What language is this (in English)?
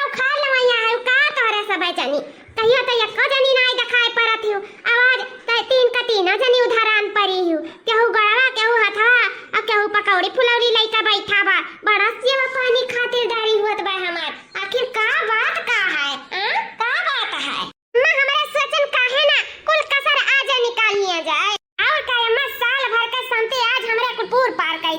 Awadhi